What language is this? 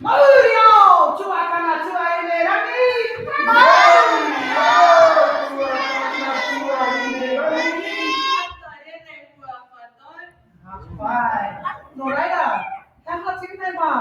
Māori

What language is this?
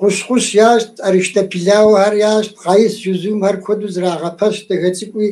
Kabardian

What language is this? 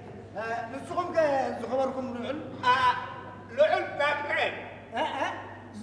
Tigrinya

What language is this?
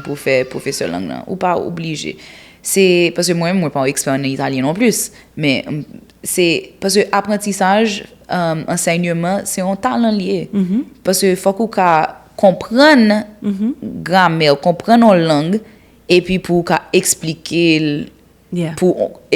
Haitian Creole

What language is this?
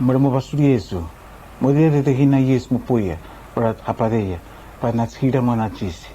Araki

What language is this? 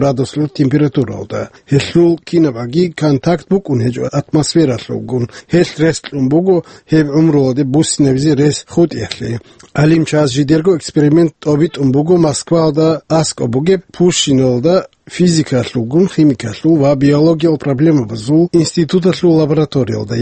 Avaric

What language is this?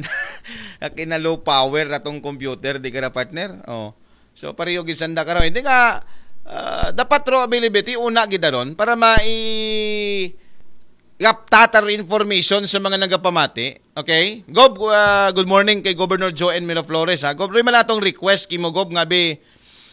Aklanon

